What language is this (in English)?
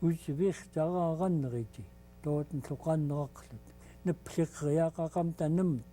Central Yupik